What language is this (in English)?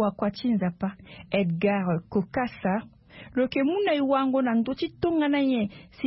Sango